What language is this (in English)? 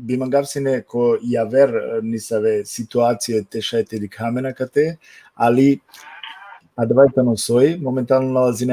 Balkan Romani